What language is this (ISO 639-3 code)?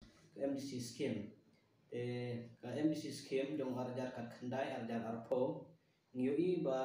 kha